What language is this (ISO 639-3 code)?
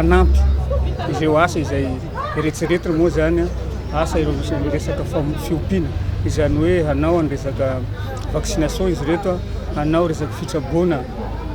mlg